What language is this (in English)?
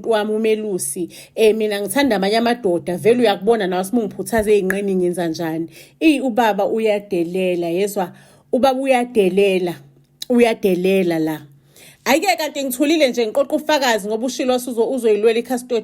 Zulu